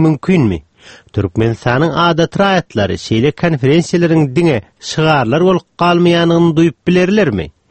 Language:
Turkmen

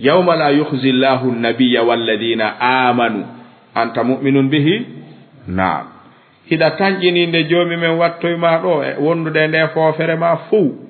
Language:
Fula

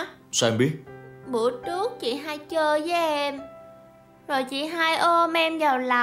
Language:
Vietnamese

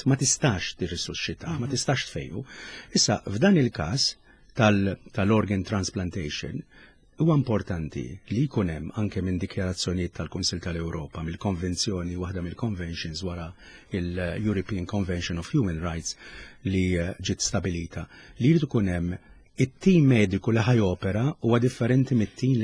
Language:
Maltese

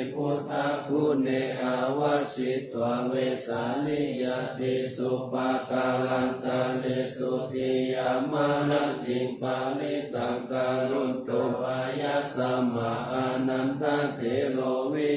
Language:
Pali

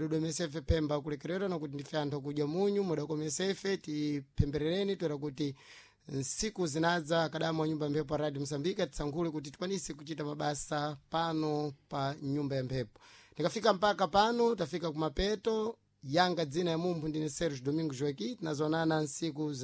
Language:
Sena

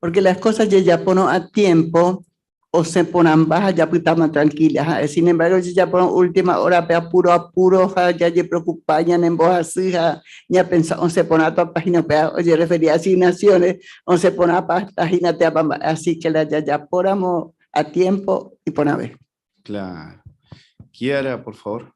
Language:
Guarani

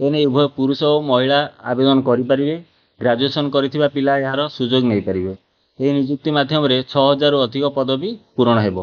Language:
Odia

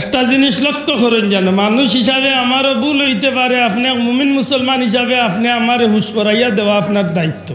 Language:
Sylheti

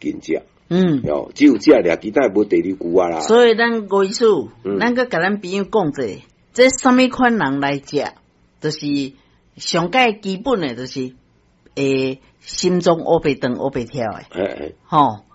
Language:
Min Nan Chinese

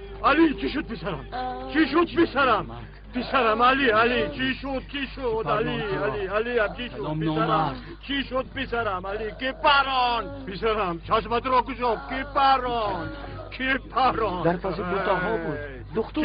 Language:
Tajik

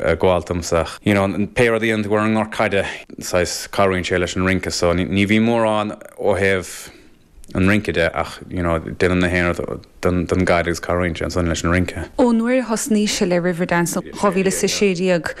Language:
Irish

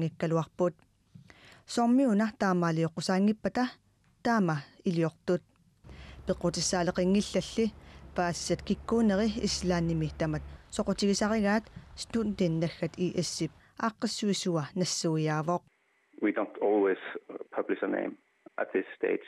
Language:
Kalaallisut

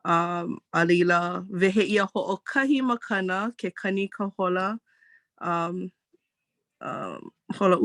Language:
Hawaiian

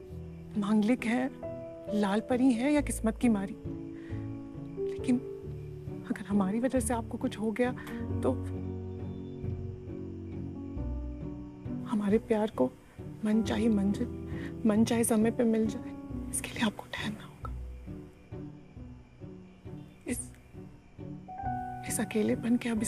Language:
Hindi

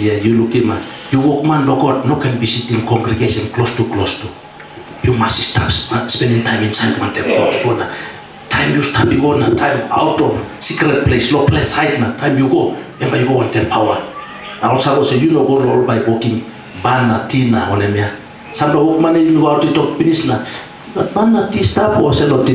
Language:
Tok Pisin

